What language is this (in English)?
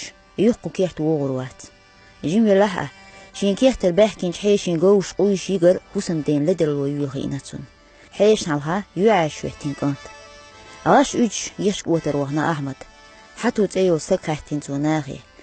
Chechen